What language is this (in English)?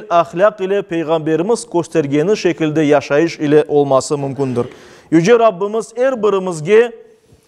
Crimean Tatar